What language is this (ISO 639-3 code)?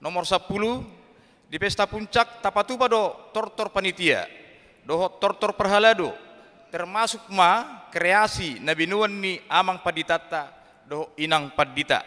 bbc